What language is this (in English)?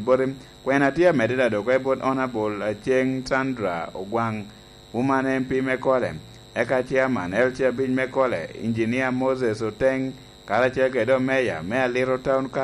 Lango (Uganda)